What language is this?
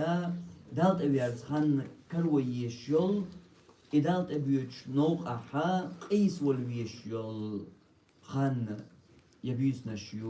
Chechen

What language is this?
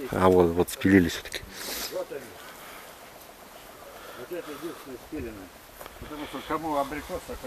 Russian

